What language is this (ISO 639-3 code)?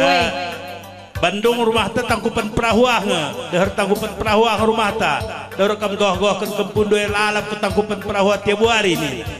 btx